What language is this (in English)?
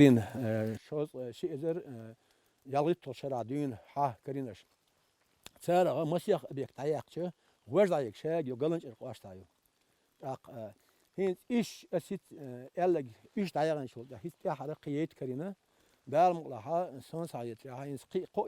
Chechen